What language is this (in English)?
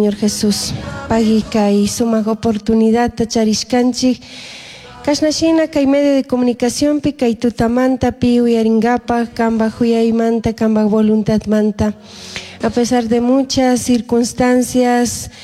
Chimborazo Highland Quichua